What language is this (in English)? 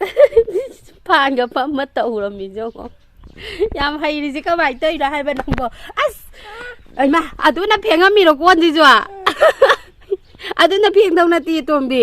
Manipuri